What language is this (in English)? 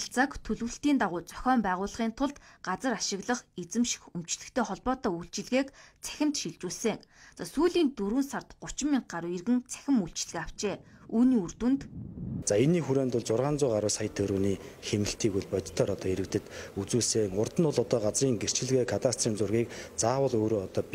Mongolian